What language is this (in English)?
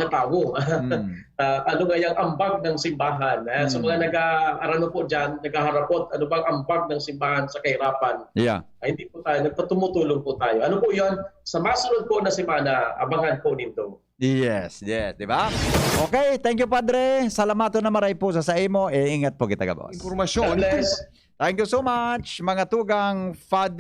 Bikol